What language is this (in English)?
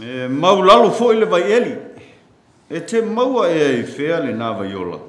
Samoan